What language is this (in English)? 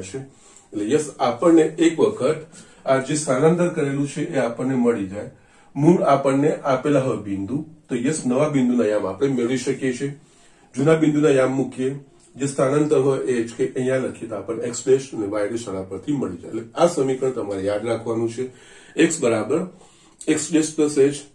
Gujarati